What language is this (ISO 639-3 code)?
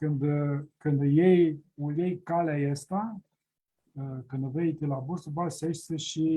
rup